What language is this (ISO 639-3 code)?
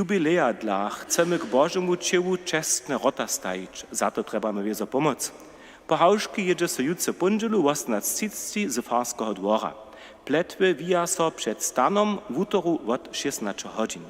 hsb